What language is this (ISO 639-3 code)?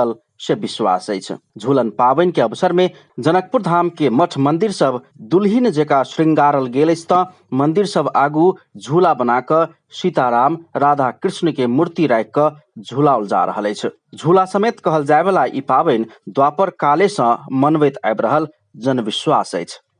mai